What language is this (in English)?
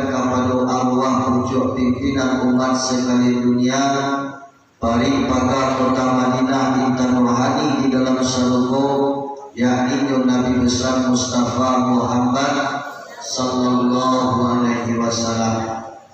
Minangkabau